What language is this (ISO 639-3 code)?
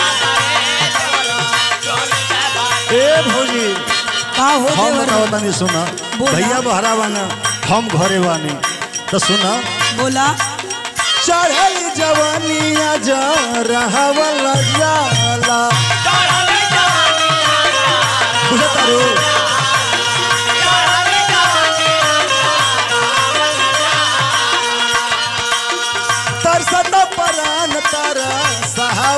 bho